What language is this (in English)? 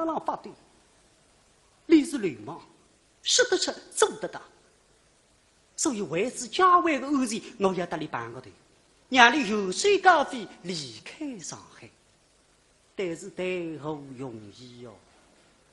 Wu Chinese